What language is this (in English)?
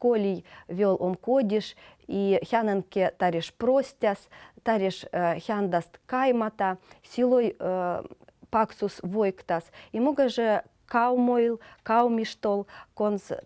Veps